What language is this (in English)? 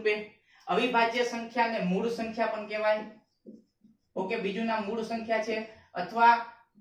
Gujarati